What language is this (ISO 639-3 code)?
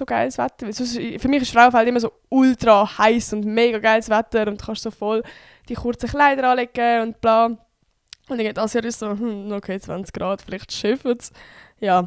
gsw